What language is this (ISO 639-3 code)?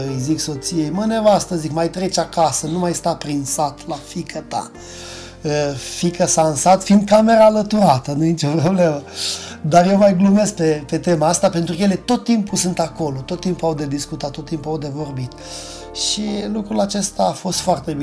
ron